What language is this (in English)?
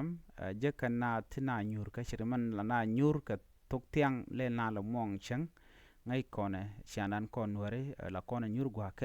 Nuer